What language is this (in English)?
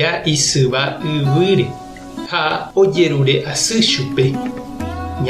Guarani